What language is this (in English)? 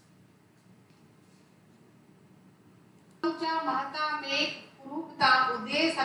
Hindi